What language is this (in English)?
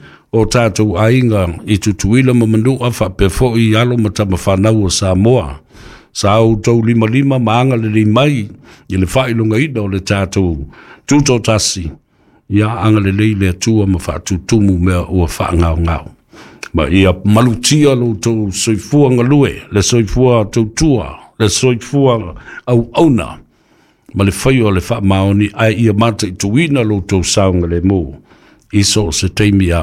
Samoan